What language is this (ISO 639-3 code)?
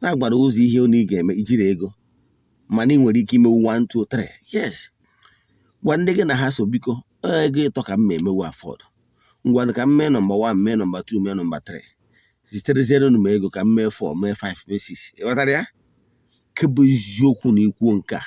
ibo